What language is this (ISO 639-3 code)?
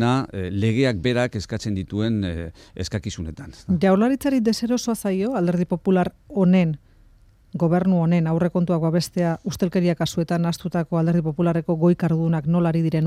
eus